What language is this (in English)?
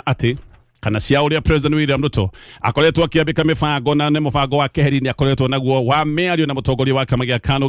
Kikuyu